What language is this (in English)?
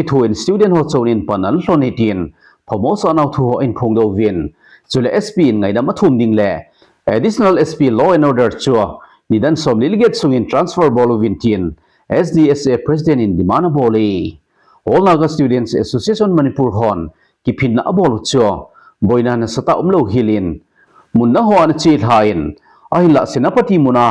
Thado Chin